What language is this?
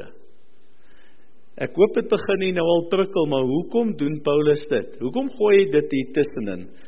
Afrikaans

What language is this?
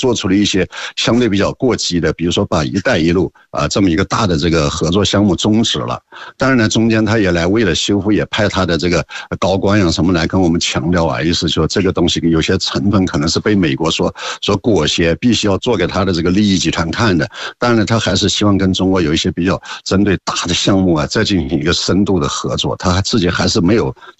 Chinese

